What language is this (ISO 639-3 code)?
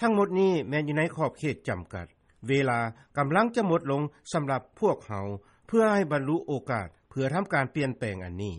lao